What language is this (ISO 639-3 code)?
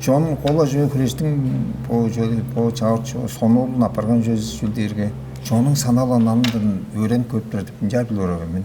tyv